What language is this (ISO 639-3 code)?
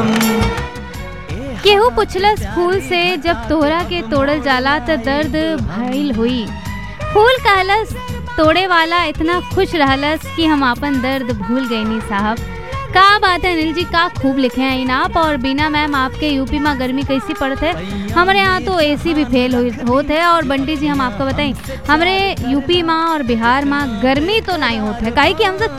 bho